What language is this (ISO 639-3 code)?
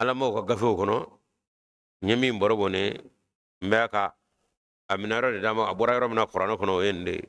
bam